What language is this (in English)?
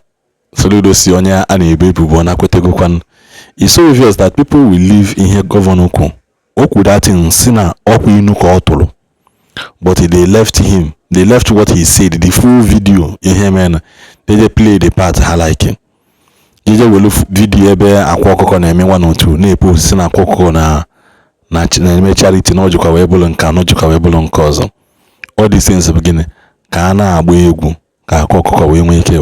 Igbo